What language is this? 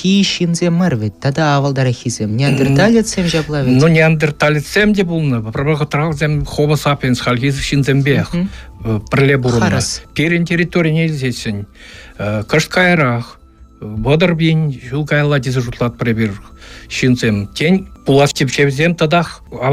Chuvash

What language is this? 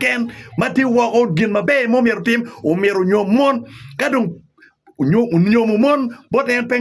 Acoli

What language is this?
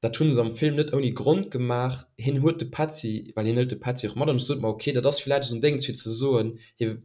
Luxembourgish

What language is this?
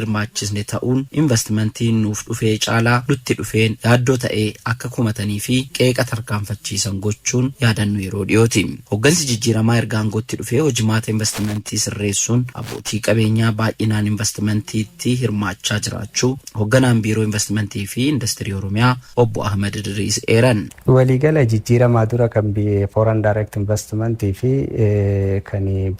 Oromo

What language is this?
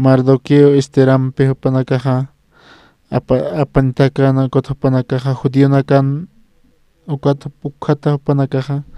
Aymara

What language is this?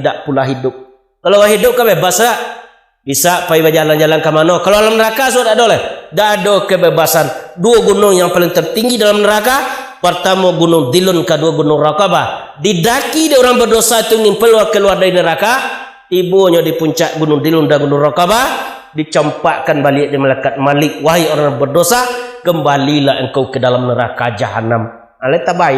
Minangkabau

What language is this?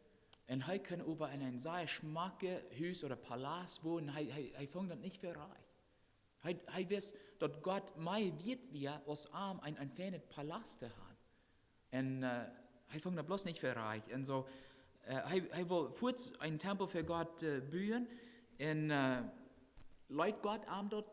Plautdietsch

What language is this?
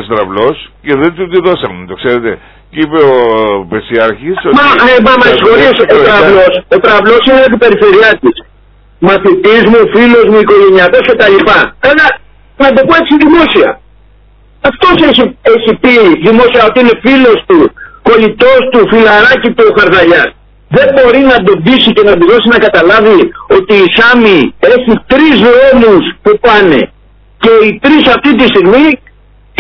Greek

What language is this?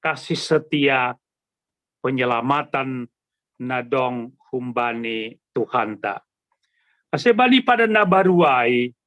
Batak Simalungun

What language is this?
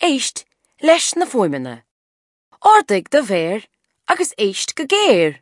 Irish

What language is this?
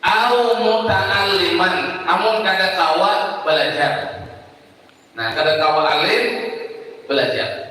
Banjar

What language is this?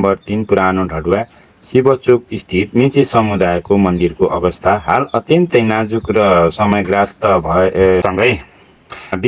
Nepali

